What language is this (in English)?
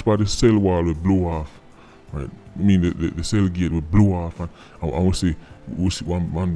Jamaican Creole English